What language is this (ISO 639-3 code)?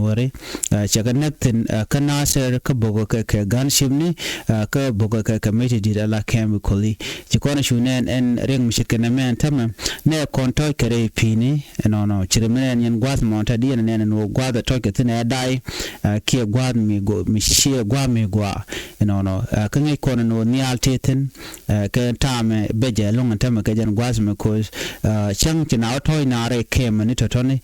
nus